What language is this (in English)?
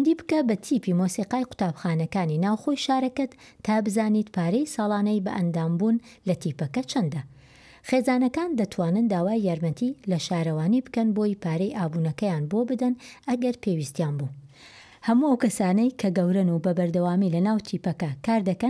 Central Kurdish